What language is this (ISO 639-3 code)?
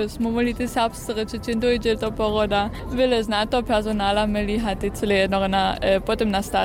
hsb